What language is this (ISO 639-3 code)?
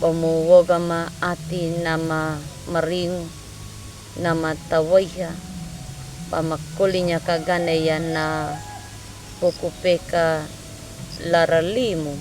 akg